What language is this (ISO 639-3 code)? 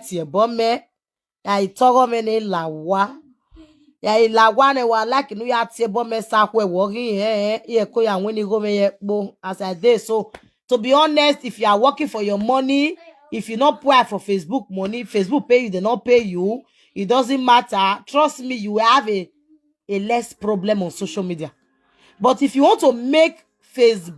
pcm